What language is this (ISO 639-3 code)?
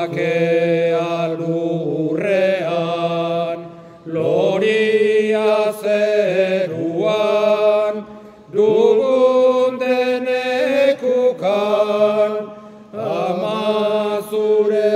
eus